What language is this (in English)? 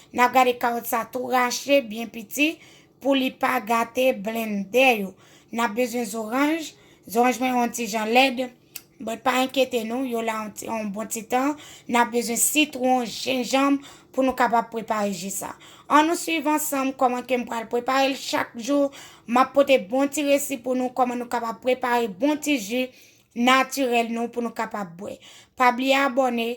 Haitian Creole